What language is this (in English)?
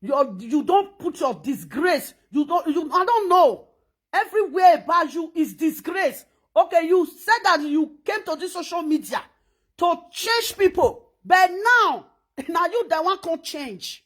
Nigerian Pidgin